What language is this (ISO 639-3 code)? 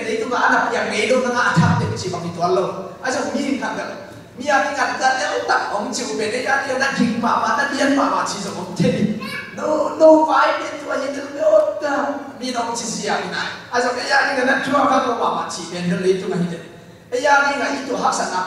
ctd